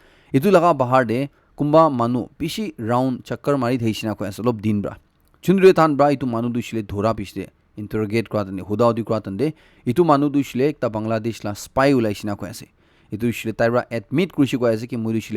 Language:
Naga Pidgin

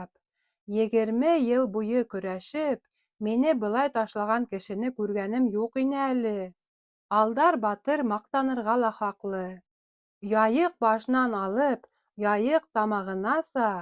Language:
Bashkir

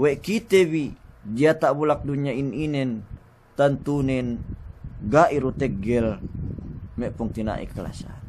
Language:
Yakan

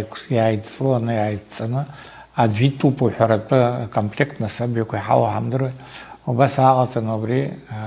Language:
Abkhazian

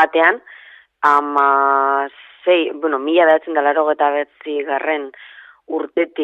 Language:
Basque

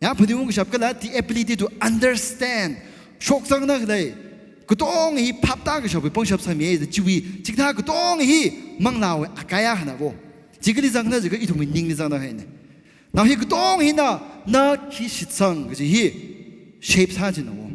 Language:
Tangkhul Naga (India)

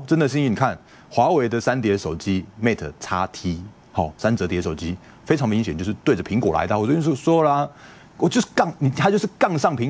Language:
Chinese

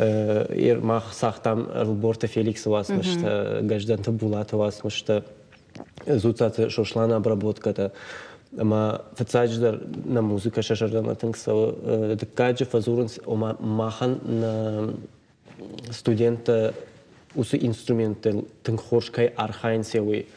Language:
Ossetic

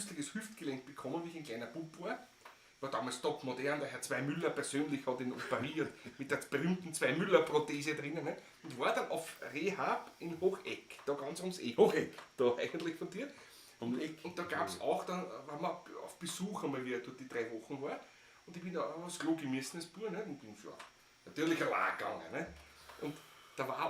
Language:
Bavarian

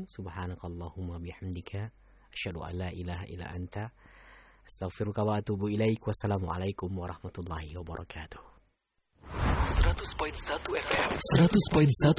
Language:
Indonesian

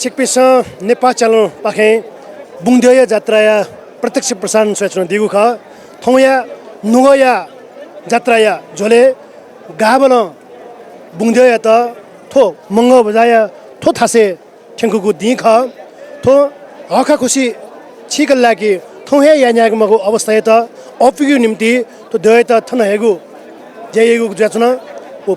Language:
Newari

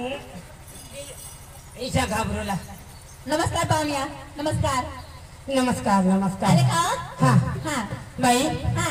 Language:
Marathi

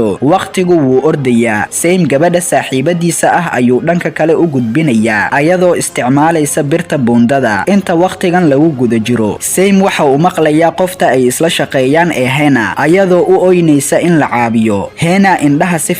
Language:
Somali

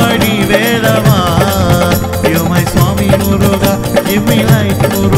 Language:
Tamil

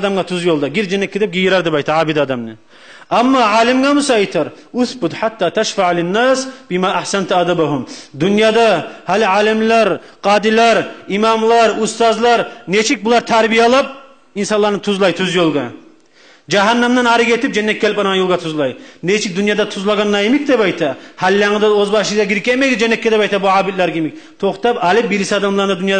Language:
Kumyk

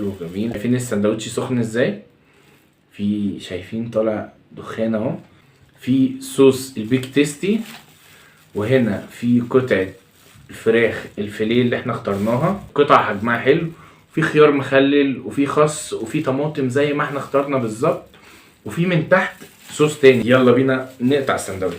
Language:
Egyptian Arabic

